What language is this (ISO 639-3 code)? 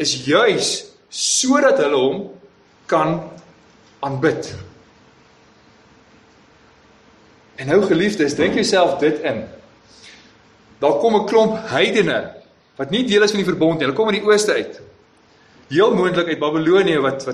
afr